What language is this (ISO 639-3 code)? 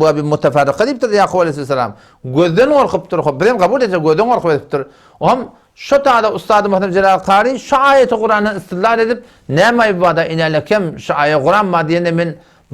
tuk